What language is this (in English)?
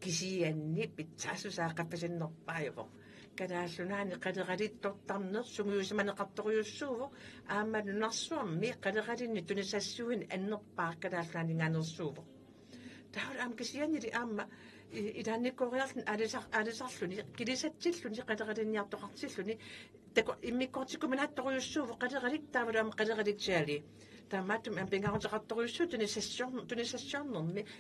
Kalaallisut